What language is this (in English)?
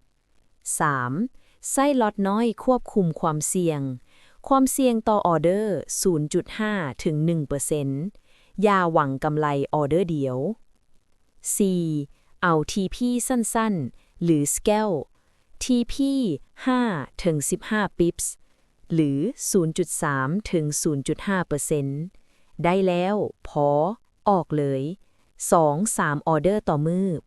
Lao